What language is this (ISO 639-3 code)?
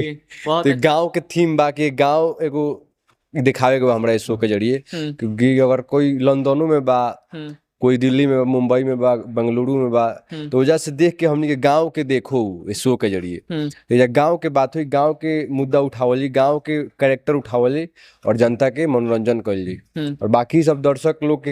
bho